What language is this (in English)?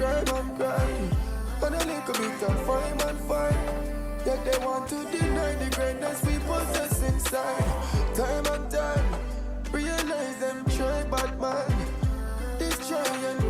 Jamaican Creole English